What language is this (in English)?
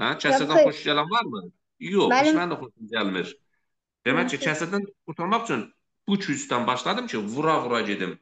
Azerbaijani